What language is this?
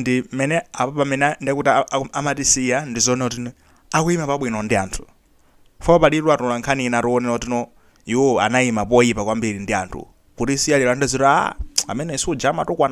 Nyanja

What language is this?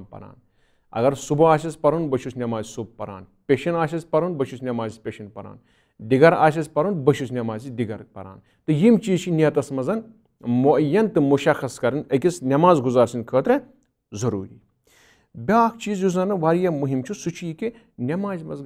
Kashmiri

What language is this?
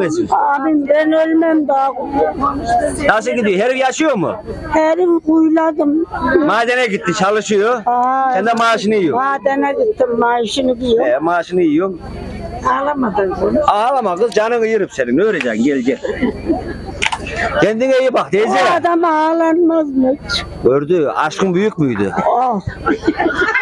Turkish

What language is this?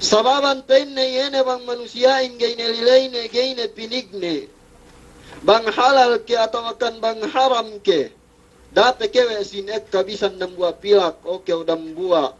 Yakan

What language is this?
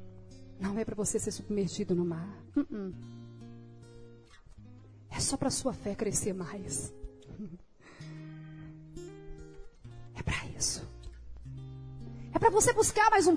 Portuguese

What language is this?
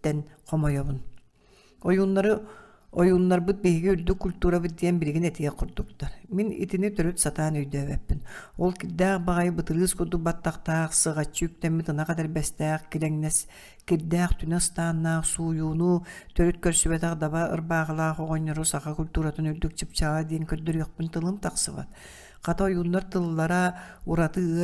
Yakut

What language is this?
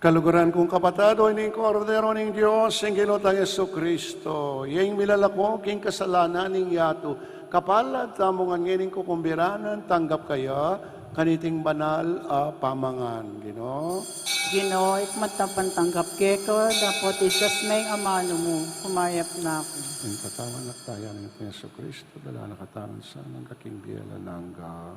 Pampanga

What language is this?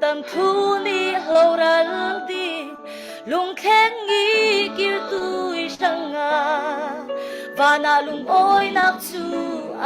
Falam Chin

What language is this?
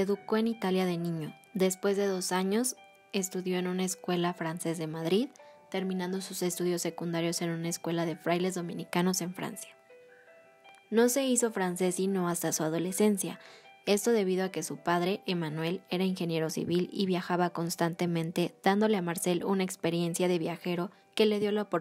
Spanish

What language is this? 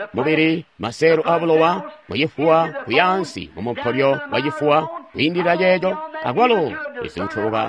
Tonga (Zambia)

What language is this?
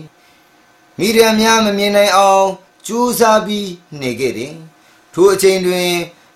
Burmese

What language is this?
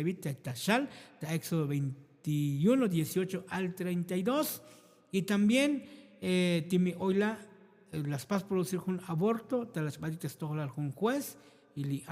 Tzotzil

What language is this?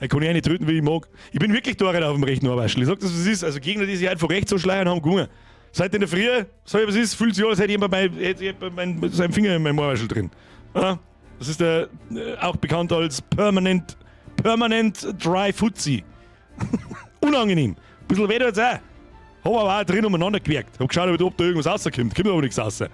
Bavarian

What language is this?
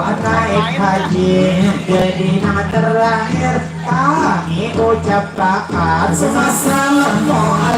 Banjar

